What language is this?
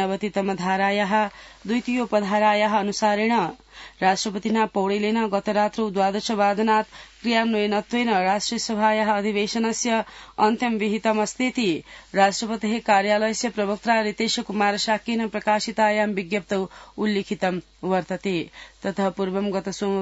Sanskrit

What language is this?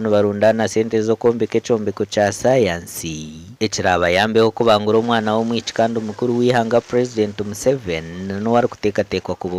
Nyankole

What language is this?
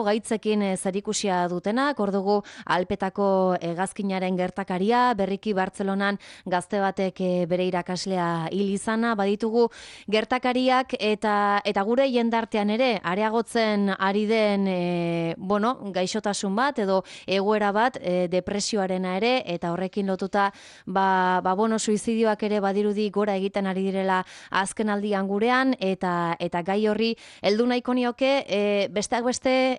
Basque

